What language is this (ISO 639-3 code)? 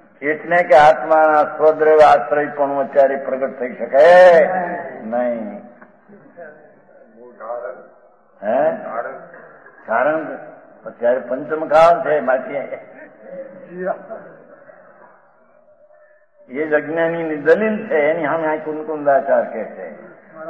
guj